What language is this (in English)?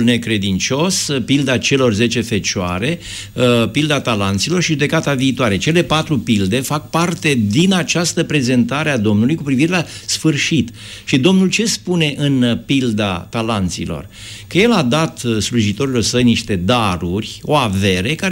Romanian